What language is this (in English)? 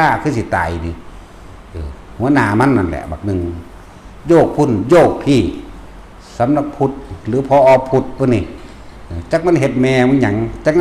Northeastern Thai